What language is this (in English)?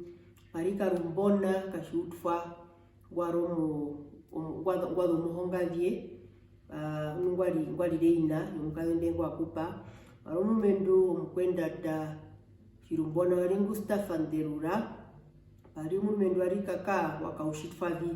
Herero